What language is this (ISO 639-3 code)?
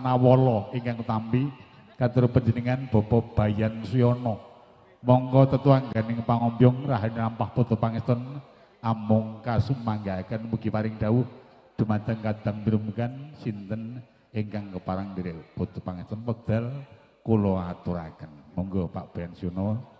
jav